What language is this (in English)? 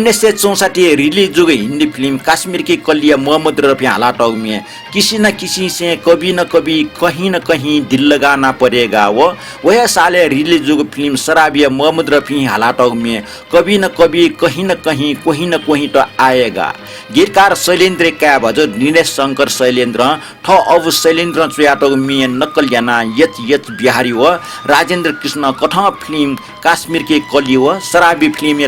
Newari